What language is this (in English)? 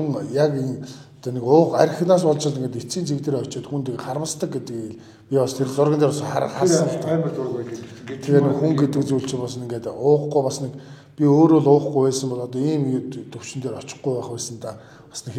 Mongolian